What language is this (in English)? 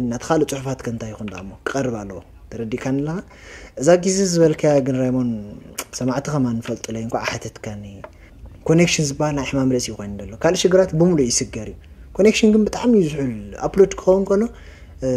Tigrinya